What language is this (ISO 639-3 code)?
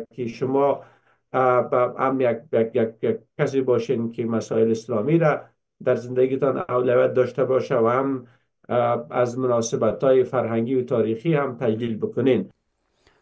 fas